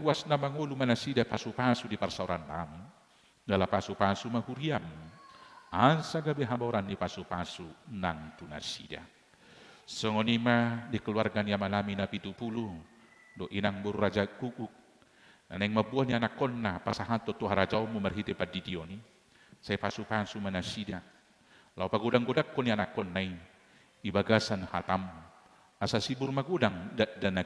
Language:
Batak Toba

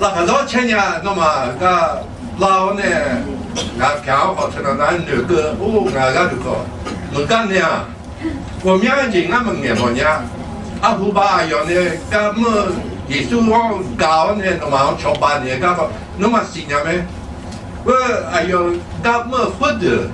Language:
Akha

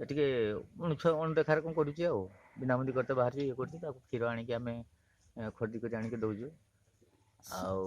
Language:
Odia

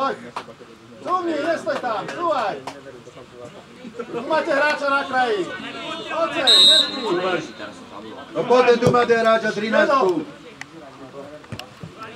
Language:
Slovak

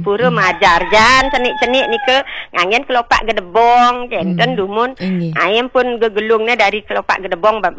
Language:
Balinese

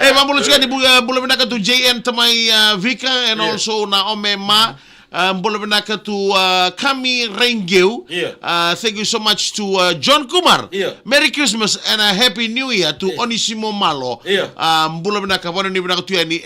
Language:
Fijian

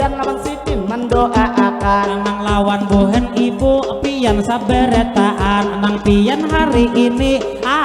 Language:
Banjar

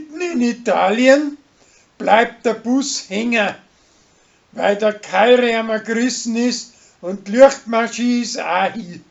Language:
Bavarian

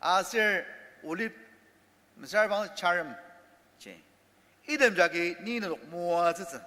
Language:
Ao Naga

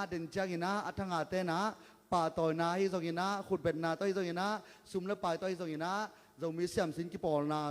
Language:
Tedim Chin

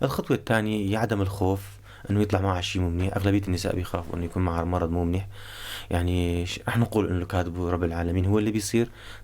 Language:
North Levantine Arabic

